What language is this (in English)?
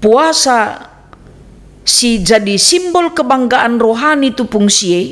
Batak Karo